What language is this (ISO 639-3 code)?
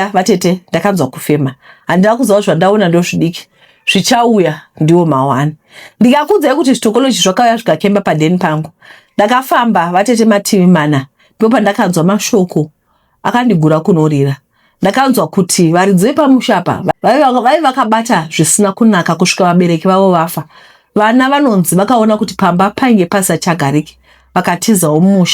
sna